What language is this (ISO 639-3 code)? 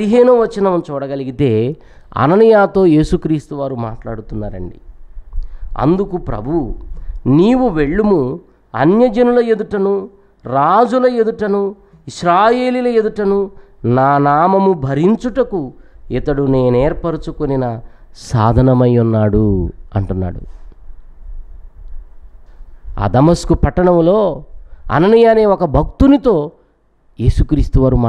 tel